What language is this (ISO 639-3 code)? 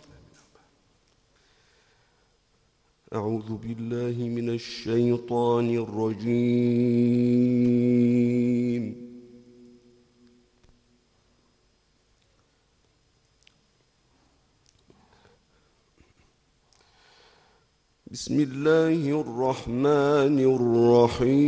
ara